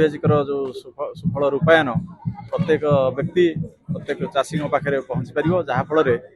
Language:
Odia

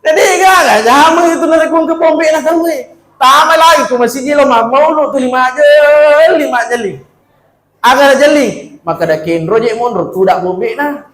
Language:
Buginese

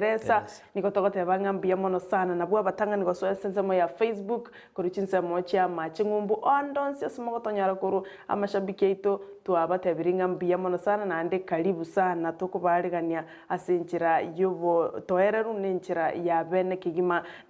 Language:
Gusii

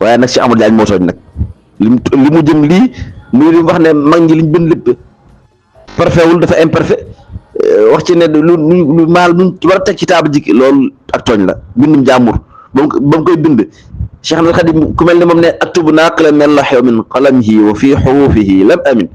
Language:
Wolof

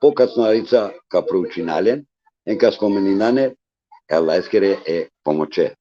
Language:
Balkan Romani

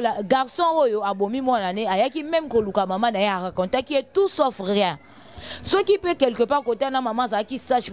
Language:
Lingala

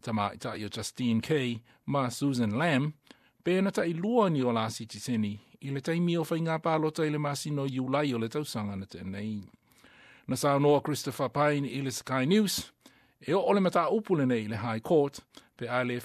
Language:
Samoan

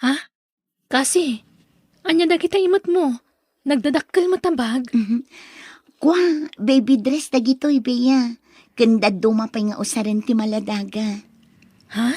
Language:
Iloko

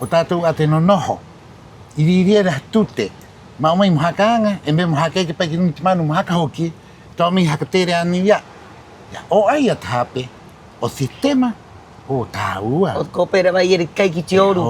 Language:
Rapanui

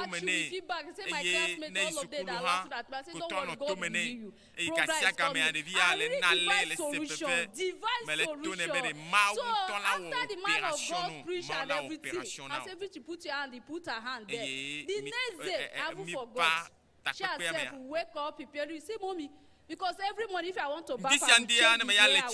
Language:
Ewe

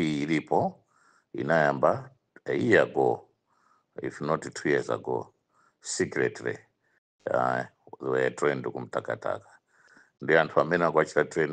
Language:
Nyanja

